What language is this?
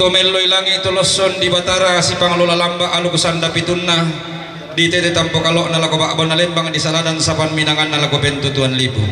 Toraja-Sa'dan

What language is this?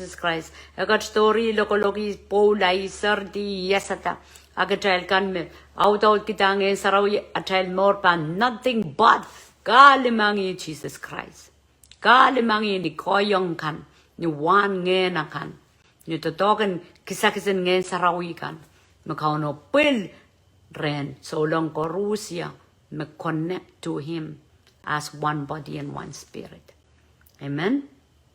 Pohnpeian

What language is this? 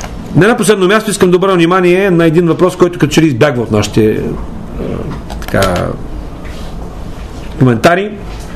Bulgarian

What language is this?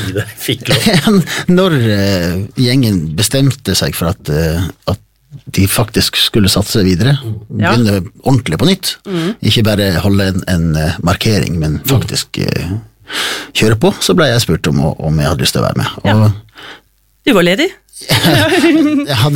Norwegian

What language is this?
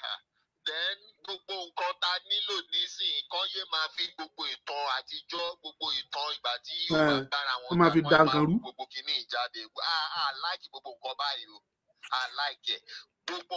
Yoruba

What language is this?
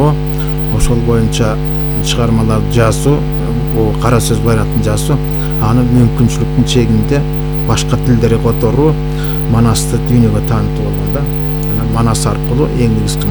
Kyrgyz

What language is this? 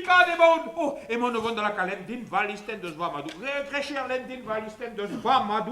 Breton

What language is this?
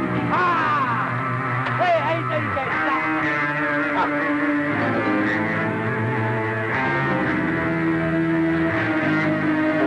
Burmese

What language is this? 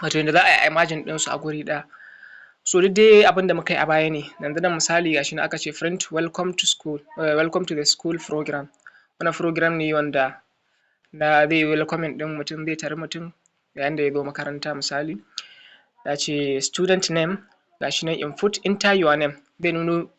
Hausa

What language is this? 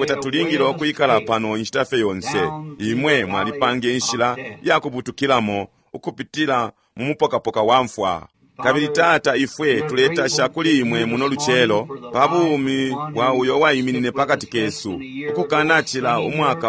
Bemba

